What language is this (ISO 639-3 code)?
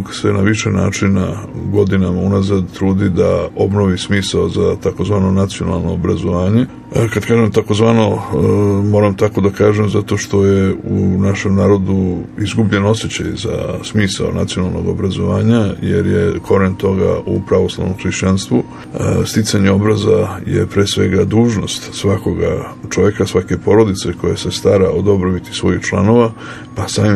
srp